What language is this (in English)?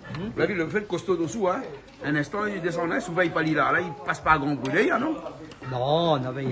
Réunion Creole French